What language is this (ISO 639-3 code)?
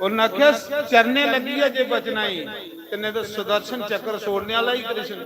doi